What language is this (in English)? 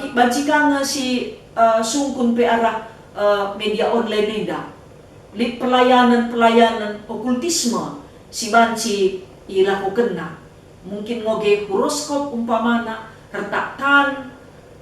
Batak Karo